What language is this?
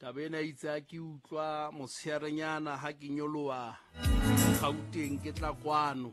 Southern Sotho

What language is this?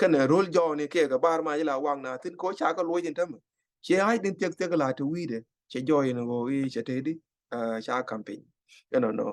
Nuer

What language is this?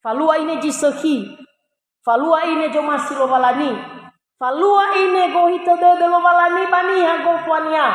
Nias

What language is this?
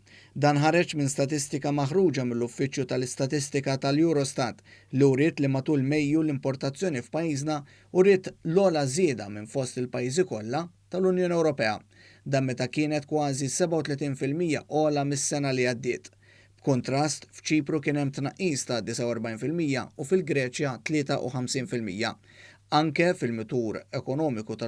Maltese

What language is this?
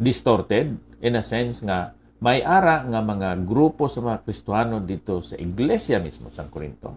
Hiligaynon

